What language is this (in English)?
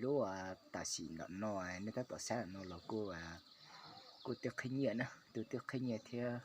Hmong